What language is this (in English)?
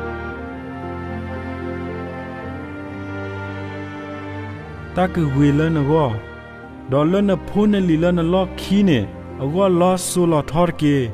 S'gaw Karen